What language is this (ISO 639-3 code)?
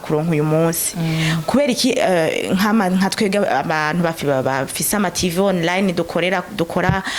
run